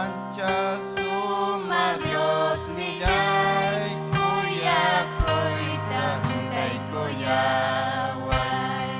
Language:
Ayacucho Quechua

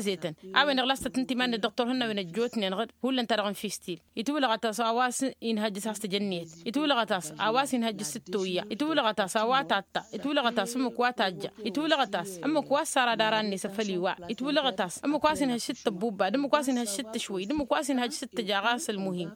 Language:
Tamasheq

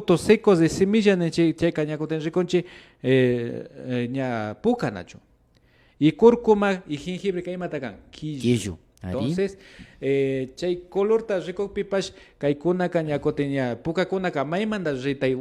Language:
Imbabura Highland Quichua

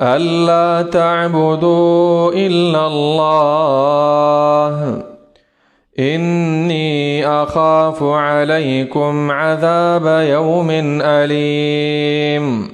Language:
Pashto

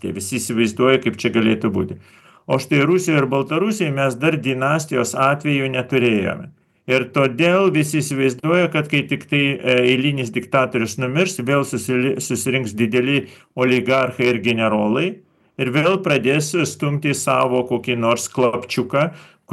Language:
Lithuanian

